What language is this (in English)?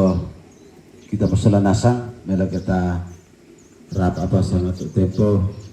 Toraja-Sa'dan